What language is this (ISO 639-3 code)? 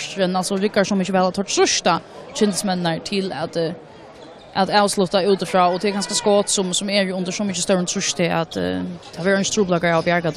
fao